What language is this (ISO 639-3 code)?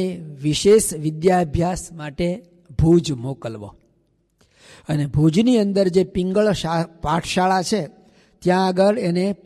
guj